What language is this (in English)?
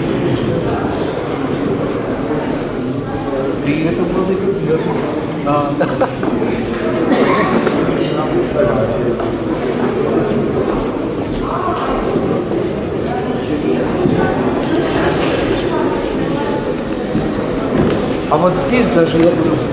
Russian